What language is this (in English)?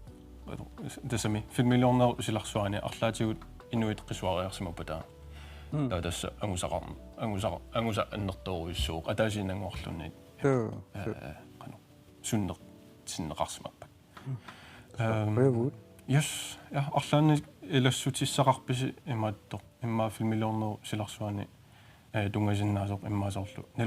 Kalaallisut